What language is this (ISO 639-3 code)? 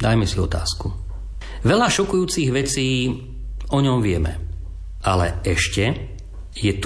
slk